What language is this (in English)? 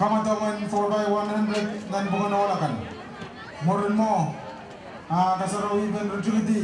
Pohnpeian